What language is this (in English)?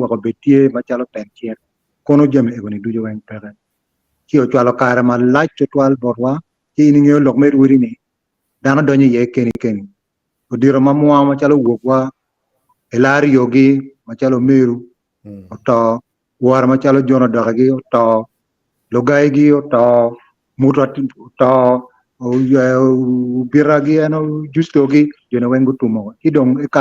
Acoli